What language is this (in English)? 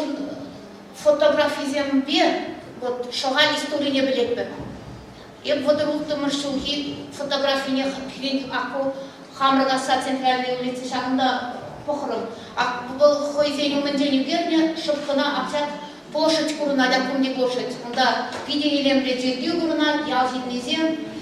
Chuvash